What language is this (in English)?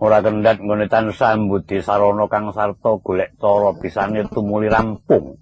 Javanese